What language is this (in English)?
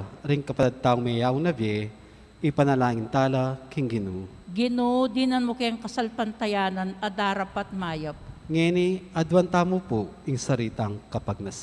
Pampanga